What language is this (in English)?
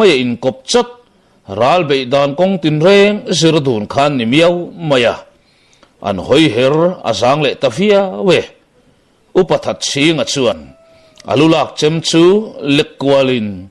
Mizo